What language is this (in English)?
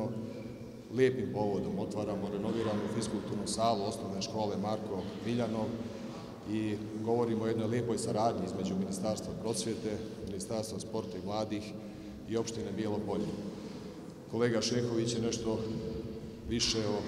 Serbian